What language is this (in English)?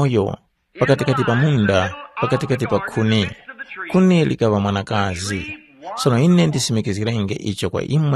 Tumbuka